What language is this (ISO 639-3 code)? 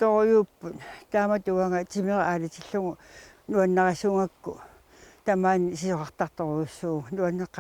kal